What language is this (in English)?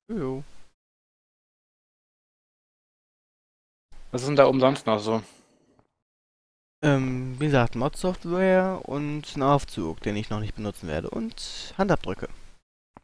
German